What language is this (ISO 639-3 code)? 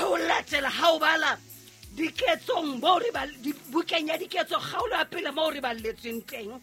sot